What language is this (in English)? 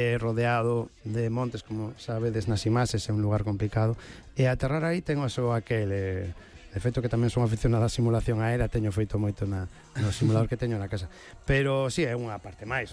Galician